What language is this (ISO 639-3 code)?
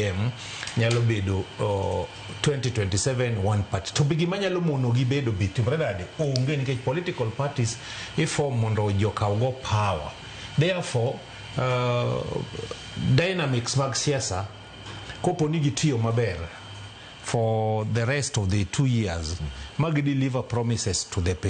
luo